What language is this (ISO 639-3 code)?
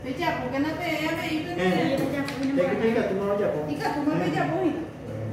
grn